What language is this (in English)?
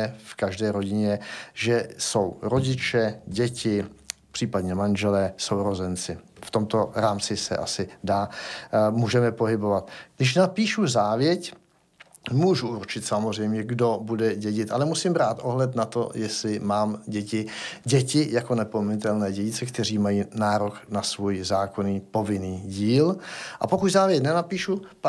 Czech